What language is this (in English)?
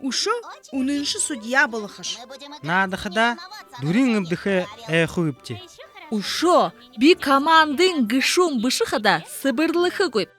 Buriat